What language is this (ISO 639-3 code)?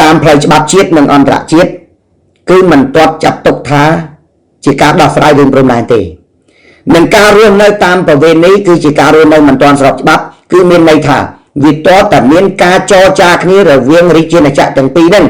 khm